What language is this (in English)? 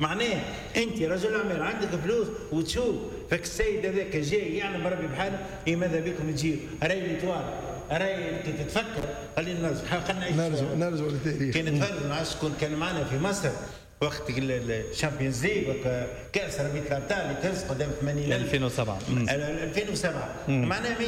Tunisian Arabic